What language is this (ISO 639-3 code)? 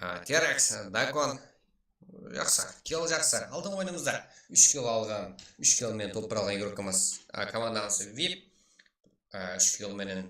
kaa